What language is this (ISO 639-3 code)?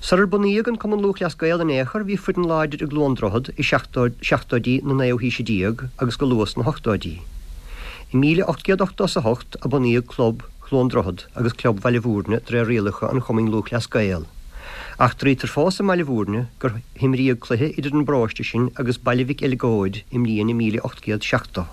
gle